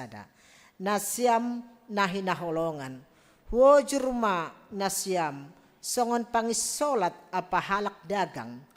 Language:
Batak Simalungun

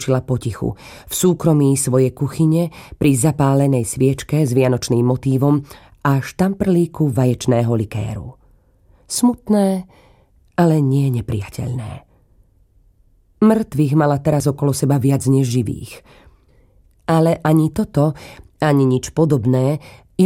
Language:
Slovak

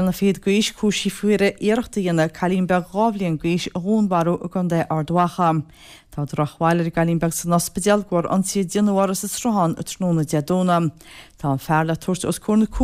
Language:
Irish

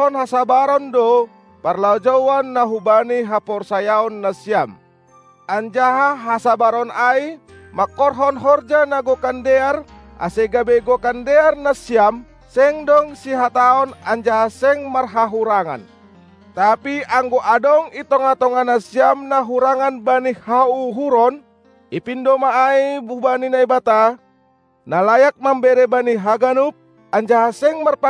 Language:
Batak Simalungun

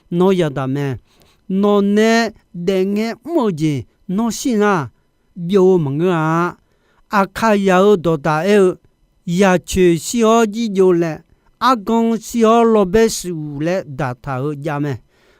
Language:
Akha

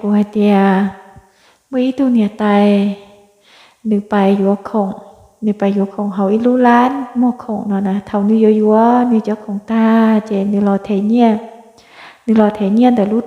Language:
Hmong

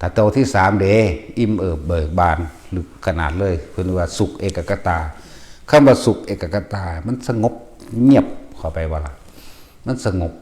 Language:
Northeastern Thai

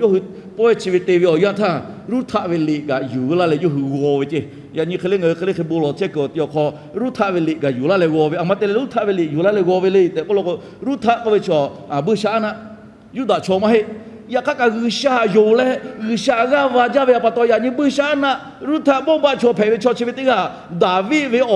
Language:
Lahu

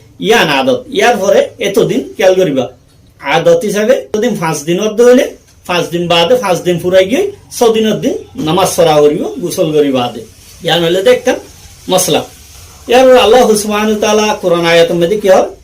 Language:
Rohingya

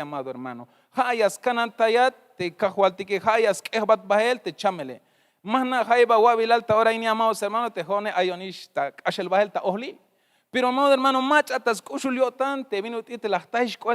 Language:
Tzeltal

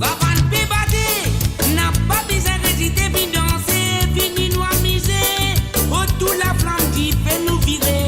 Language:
Morisyen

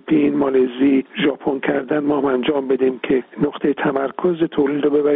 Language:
Persian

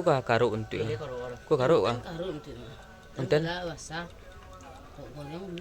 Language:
Minangkabau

